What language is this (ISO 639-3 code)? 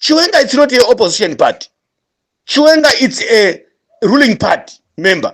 sna